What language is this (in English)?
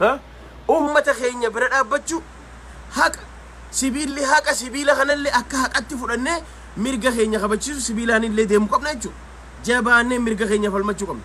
Oromo